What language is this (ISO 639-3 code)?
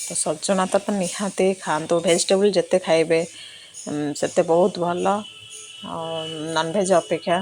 ori